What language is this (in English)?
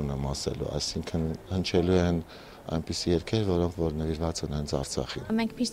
Armenian